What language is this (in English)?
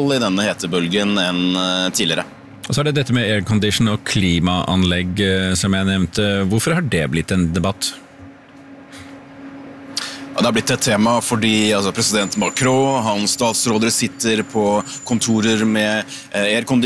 Norwegian